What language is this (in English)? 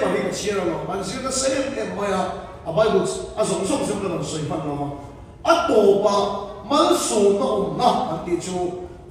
Mizo